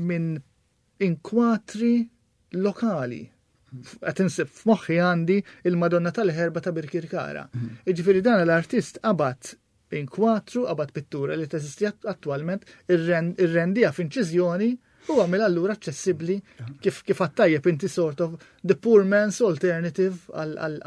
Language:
Maltese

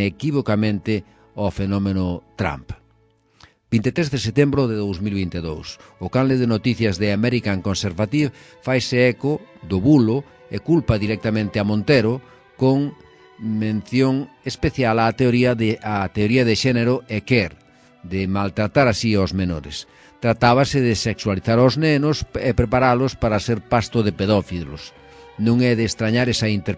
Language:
Galician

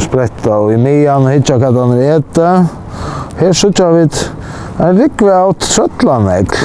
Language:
Faroese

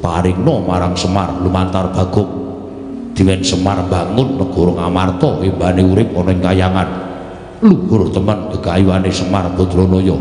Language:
Javanese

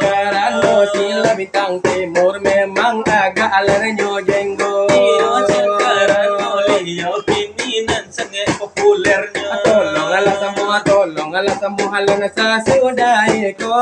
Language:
Minangkabau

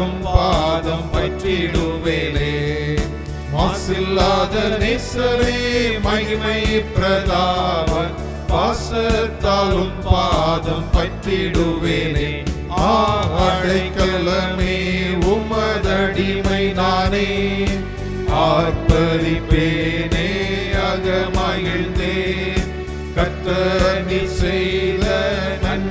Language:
Tamil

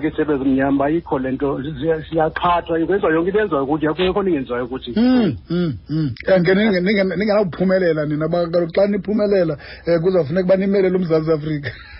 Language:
Xhosa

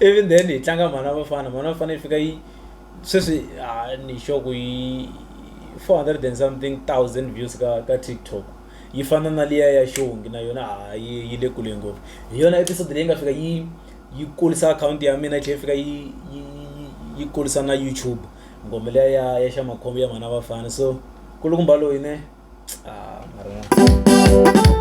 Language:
Tsonga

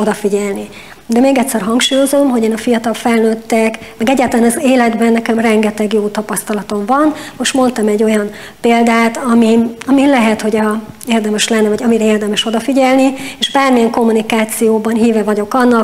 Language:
Hungarian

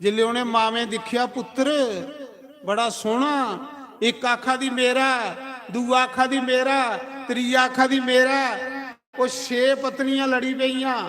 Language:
Dogri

